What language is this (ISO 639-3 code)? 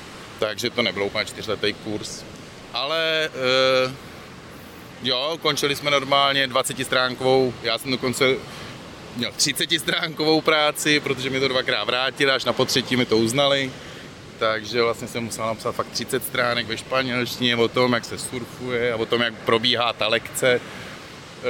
ces